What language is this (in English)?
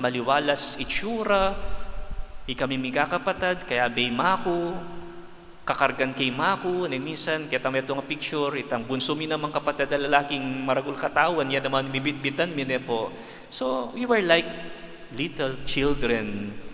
Pampanga